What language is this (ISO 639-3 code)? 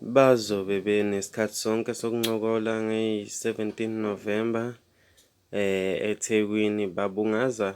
zul